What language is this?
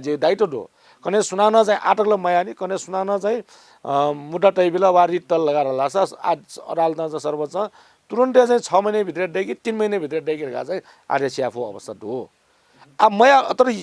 Newari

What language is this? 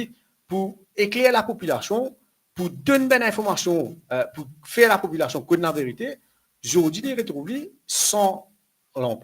Morisyen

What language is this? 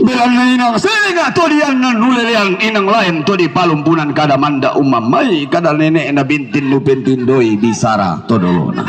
Toraja-Sa'dan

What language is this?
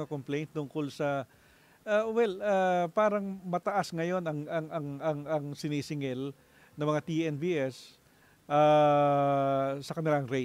Filipino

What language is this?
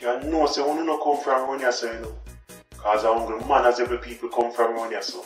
Jamaican Creole English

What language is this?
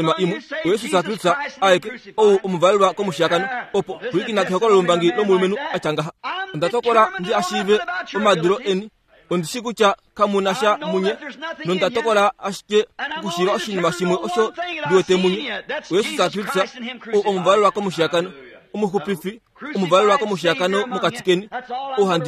Kuanyama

